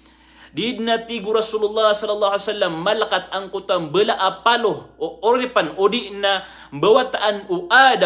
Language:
Maranao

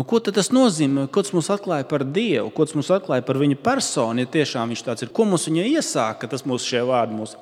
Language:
Latvian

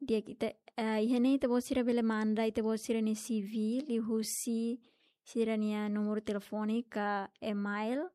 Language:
Tetum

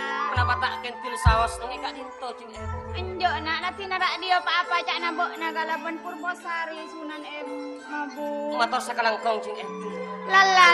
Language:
Madurese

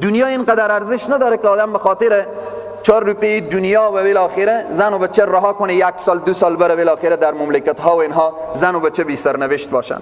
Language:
Persian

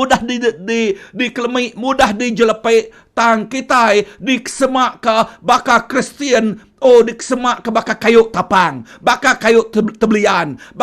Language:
Iban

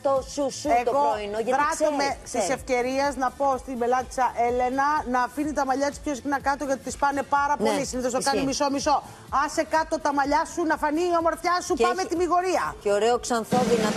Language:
Greek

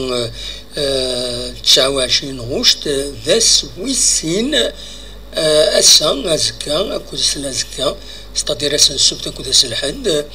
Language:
Kabyle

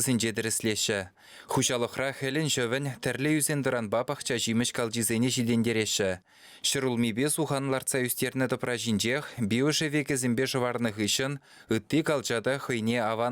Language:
Chuvash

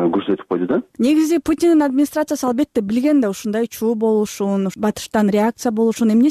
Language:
Kyrgyz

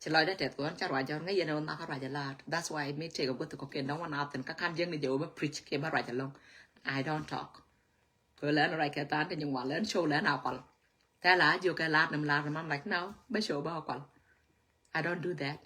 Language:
Nuer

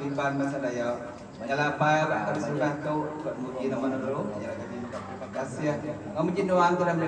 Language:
Iban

